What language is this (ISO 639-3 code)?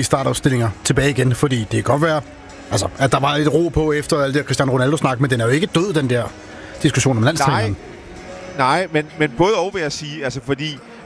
dan